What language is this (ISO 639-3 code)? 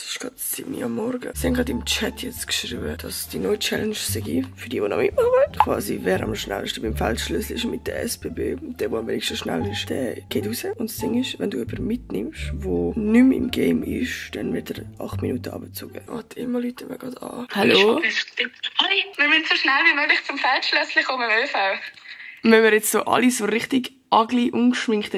gsw